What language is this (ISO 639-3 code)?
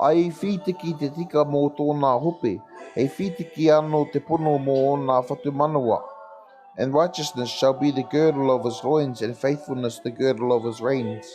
mri